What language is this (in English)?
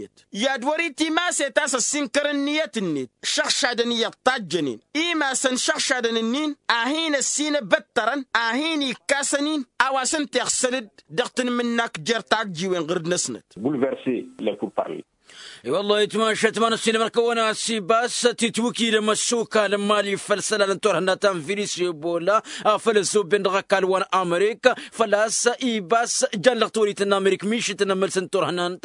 Tamasheq